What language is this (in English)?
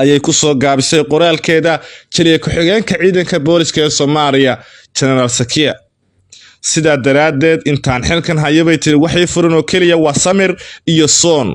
Somali